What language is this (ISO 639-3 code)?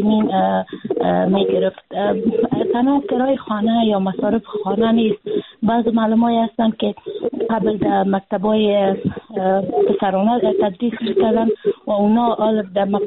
fas